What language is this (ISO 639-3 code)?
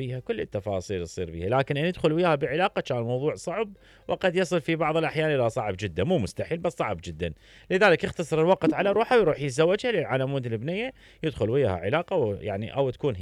acm